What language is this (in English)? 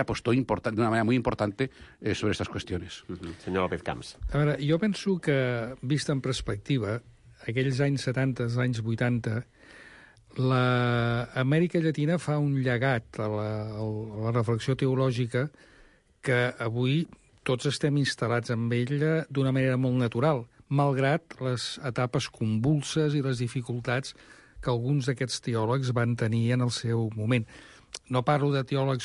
Catalan